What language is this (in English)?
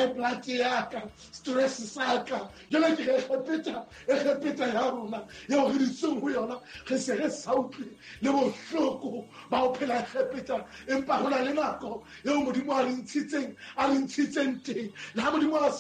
Southern Sotho